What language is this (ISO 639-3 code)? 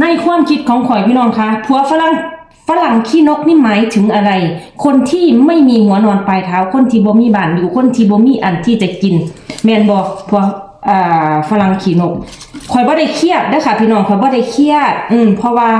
lao